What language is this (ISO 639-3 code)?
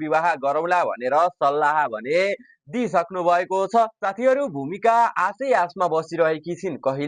nep